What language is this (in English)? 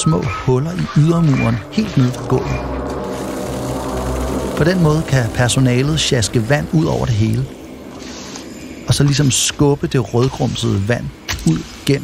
Danish